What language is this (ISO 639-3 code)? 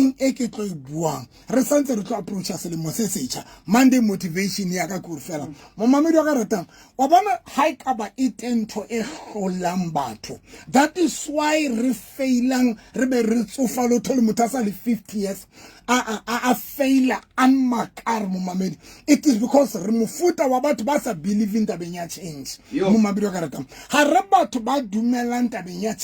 sot